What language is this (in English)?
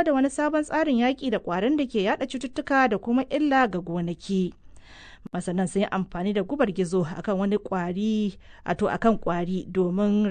Hausa